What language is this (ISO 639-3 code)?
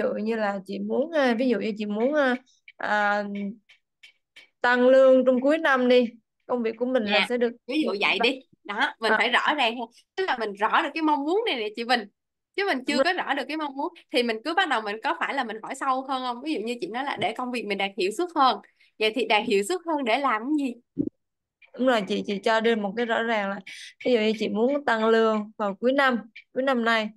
vie